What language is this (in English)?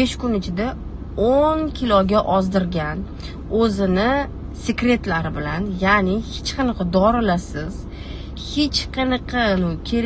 Uzbek